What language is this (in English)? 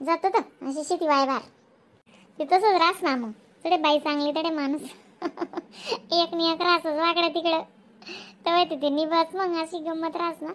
Khandesi